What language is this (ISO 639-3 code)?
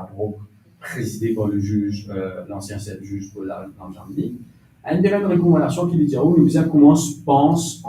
mfe